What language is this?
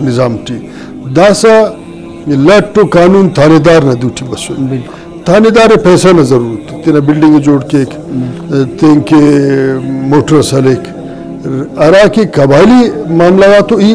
Brahui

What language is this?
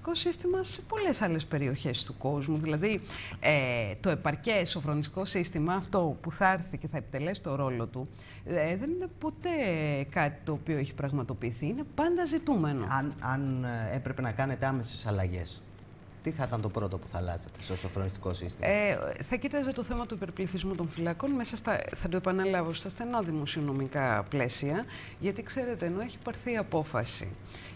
Greek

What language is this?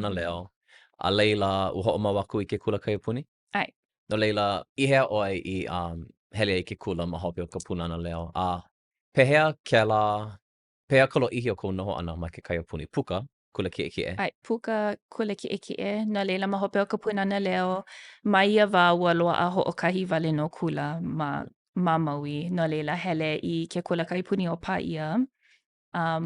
Hawaiian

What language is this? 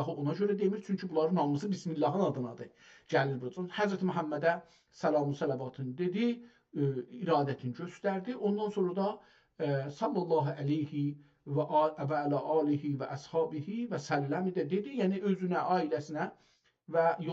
South Azerbaijani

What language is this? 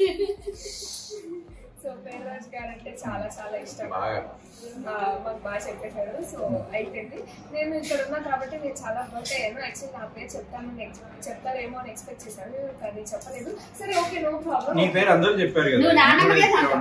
Telugu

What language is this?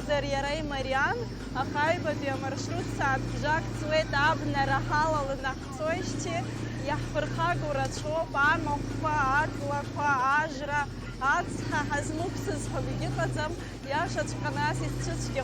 Abkhazian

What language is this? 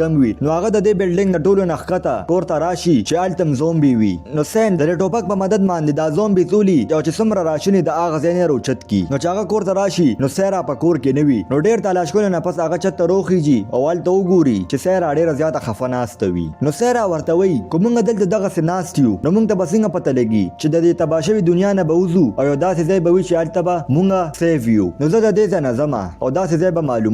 Pashto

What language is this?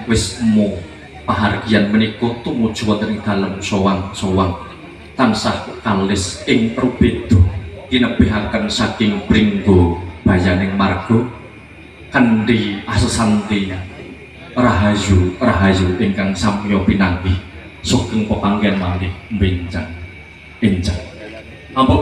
Javanese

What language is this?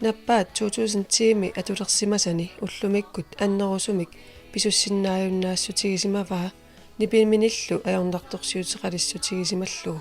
Kalaallisut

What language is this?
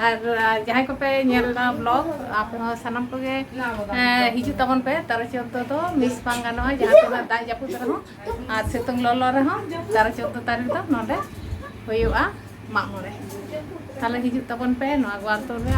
Santali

